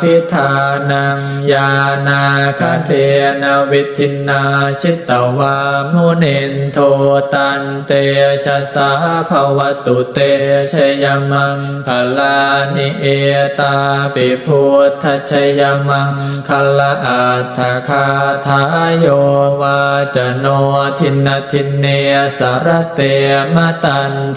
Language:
Pali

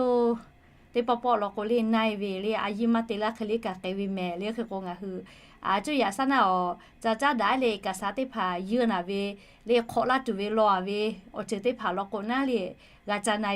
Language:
Lahu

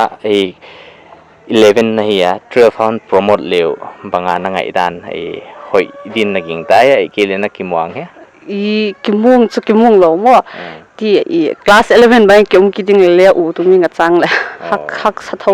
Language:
Paite Chin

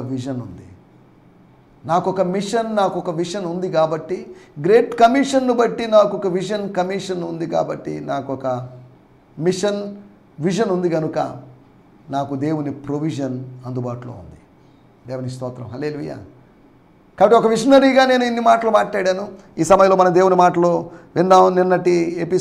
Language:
Telugu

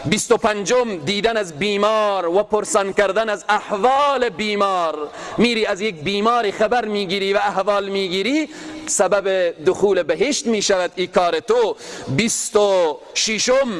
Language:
Persian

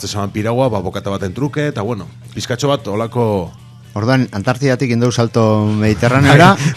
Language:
Basque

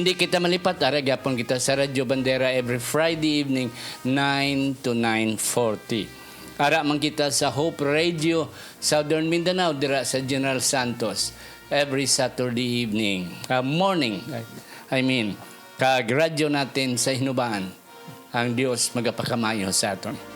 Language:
Hiligaynon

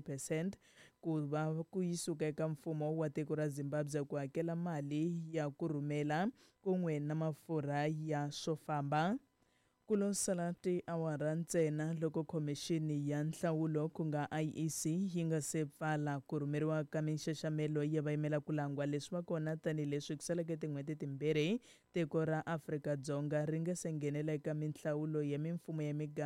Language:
Tsonga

